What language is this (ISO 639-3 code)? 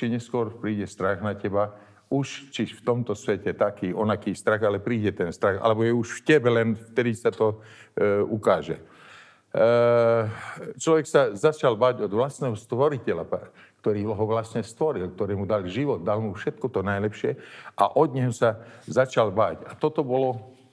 slk